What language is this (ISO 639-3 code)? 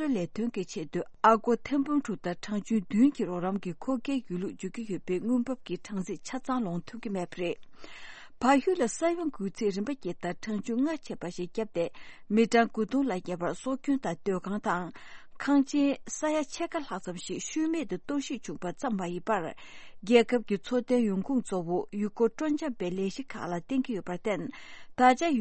bod